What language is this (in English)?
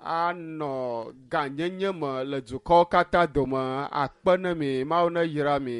Ewe